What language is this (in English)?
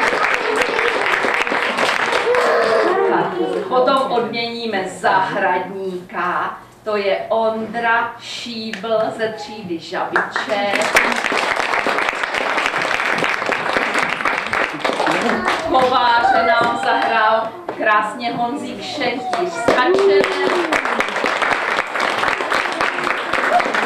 Czech